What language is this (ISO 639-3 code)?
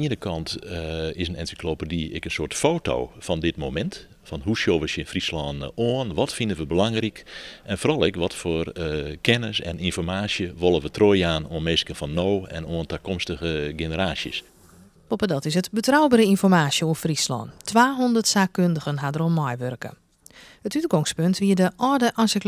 fry